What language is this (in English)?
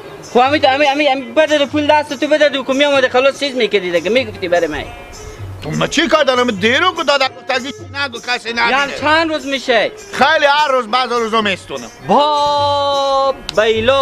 Persian